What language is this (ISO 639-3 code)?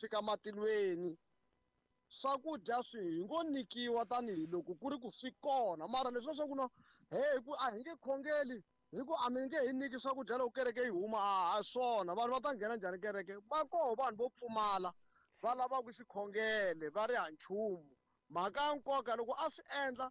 tso